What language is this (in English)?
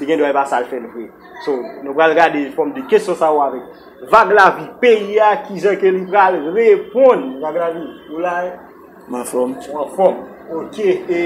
Haitian Creole